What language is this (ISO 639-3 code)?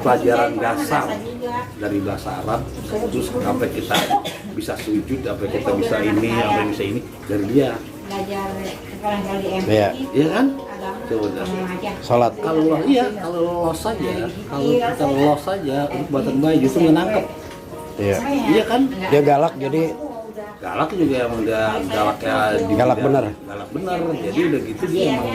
bew